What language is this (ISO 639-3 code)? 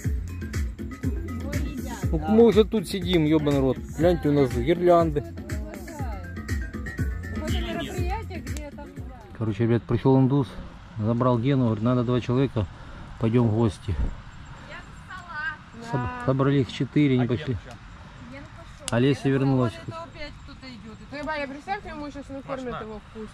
rus